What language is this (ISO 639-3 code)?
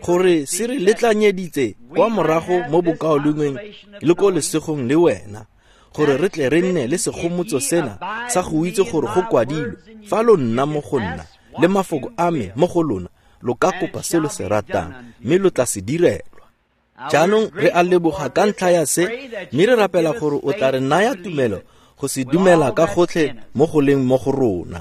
tsn